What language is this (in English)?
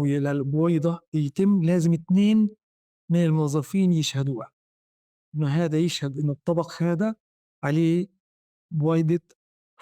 North Levantine Arabic